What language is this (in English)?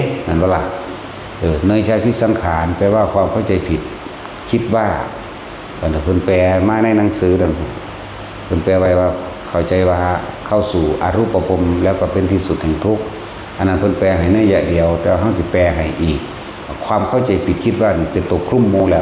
Northeastern Thai